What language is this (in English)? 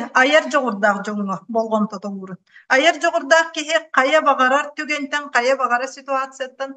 Yakut